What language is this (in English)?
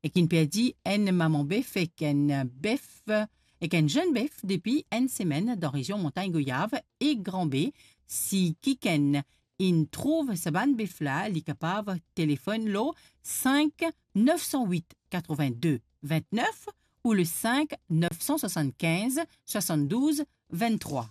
Morisyen